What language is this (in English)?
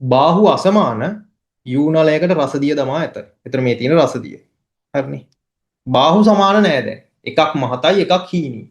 Sinhala